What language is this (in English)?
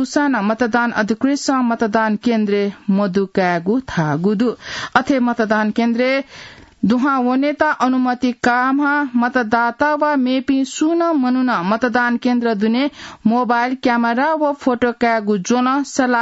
Newari